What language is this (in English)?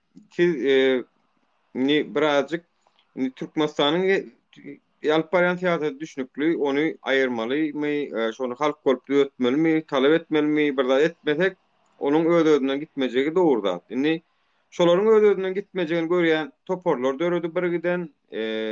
Turkmen